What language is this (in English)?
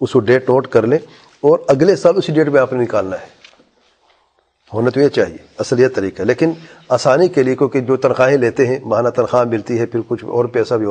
Urdu